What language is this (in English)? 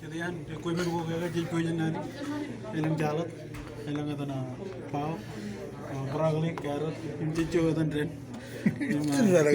Marshallese